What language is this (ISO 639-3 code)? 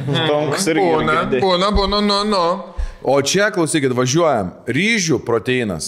lit